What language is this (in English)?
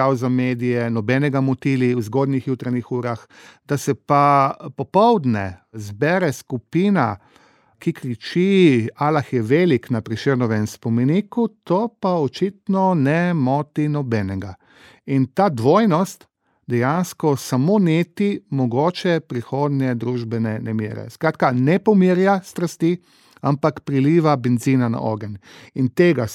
Slovenian